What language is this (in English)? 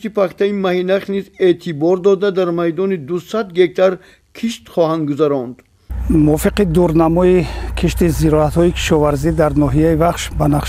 Tajik